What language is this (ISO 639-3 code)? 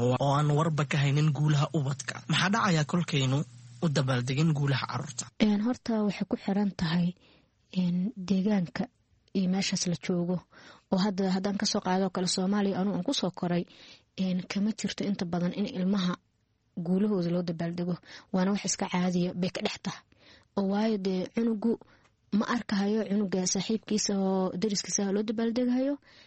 som